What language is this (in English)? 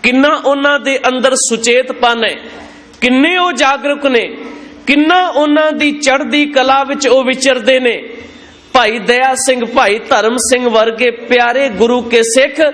Punjabi